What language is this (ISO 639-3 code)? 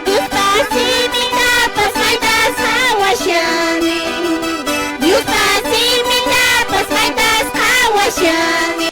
que